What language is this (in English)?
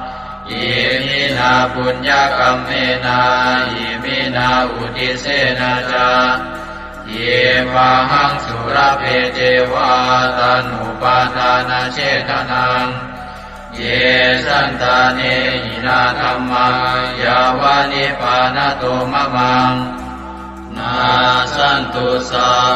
Pali